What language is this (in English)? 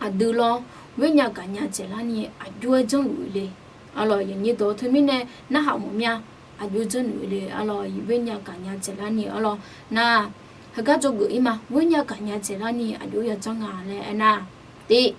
Akha